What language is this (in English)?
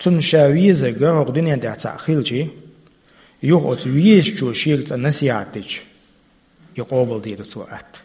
Chechen